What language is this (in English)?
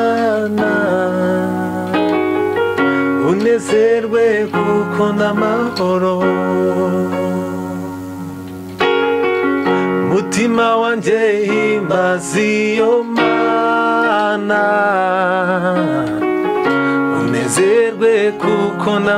Kinyarwanda